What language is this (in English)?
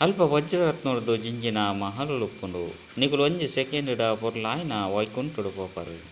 Tulu